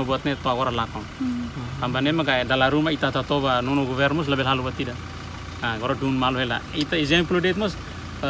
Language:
Tetum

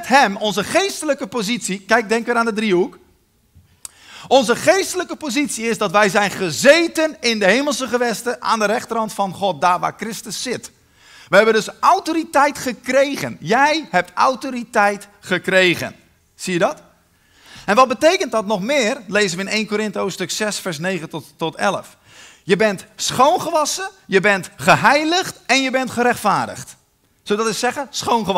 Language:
Dutch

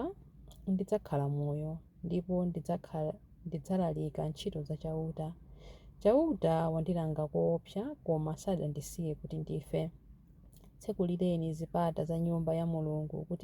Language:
Nyanja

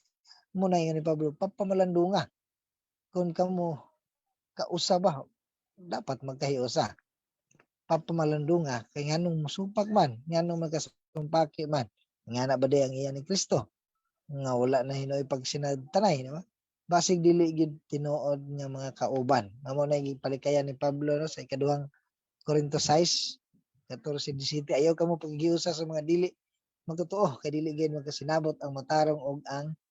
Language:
Cebuano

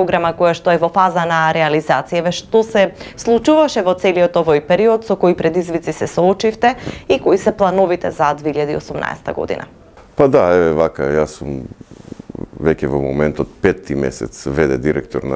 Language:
Macedonian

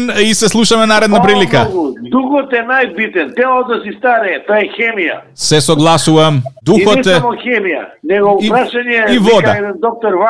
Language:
Macedonian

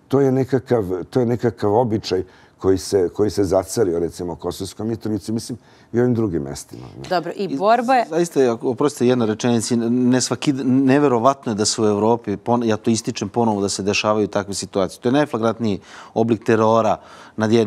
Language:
Serbian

